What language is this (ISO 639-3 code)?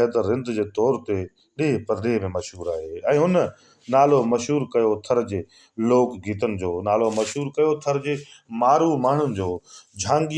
snd